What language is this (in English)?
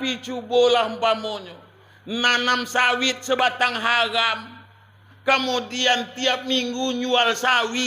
Minangkabau